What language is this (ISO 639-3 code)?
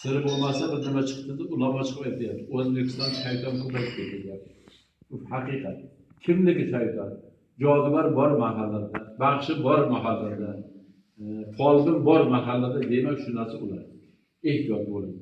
uzb